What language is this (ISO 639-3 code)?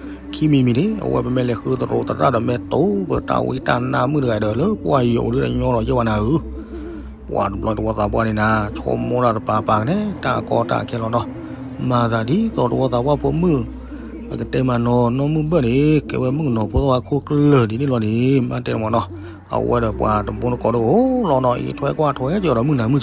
ksw